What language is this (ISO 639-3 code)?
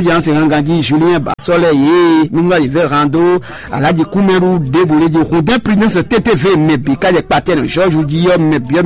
fon